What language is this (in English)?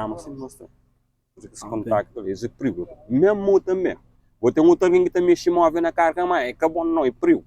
Kabuverdianu